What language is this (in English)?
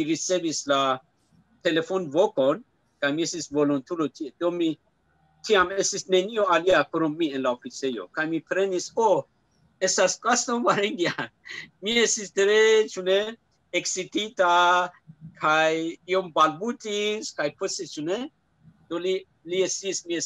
Esperanto